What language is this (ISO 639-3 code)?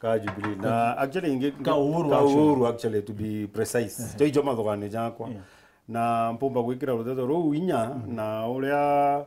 mer